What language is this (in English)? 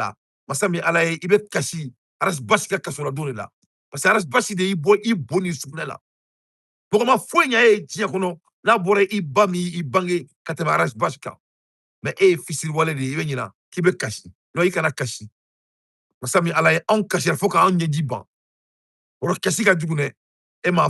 Bambara